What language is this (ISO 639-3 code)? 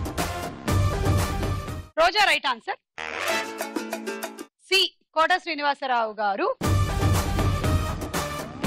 tel